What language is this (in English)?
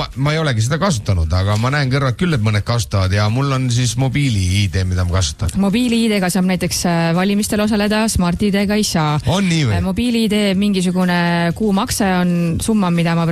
Estonian